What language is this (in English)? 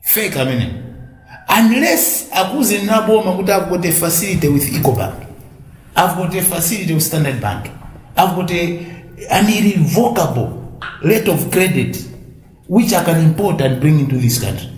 Nyanja